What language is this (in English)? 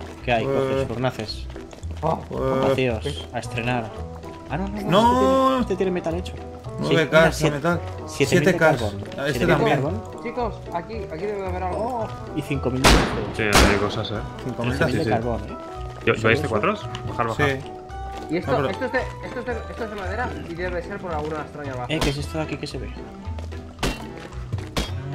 Spanish